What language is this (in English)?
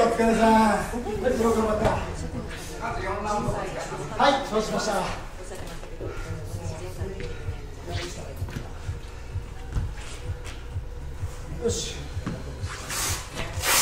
Japanese